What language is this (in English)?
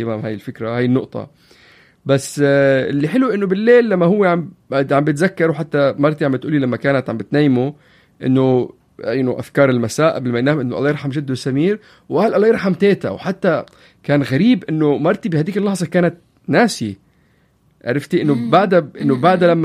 North Levantine Arabic